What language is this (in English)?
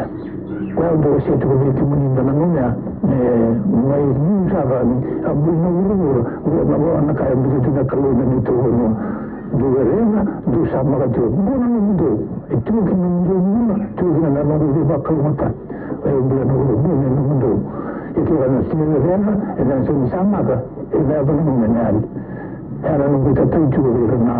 Fijian